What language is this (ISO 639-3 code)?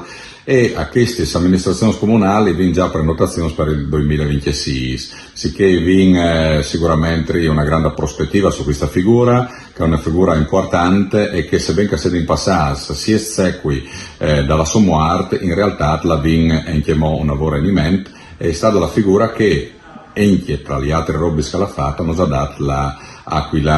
fur